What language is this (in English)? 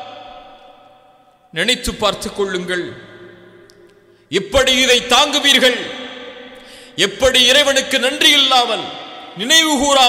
Tamil